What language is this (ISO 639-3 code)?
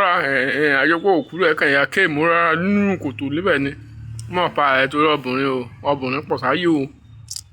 yor